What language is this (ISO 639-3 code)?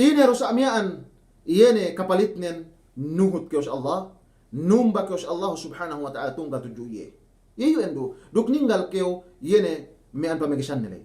yka